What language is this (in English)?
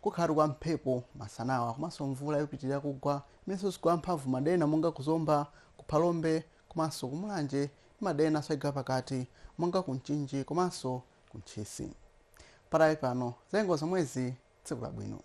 Nyanja